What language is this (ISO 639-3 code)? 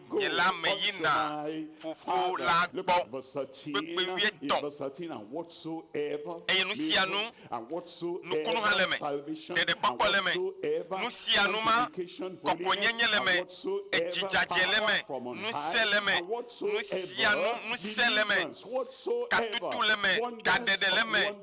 ewe